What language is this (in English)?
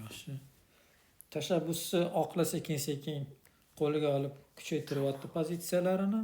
Uzbek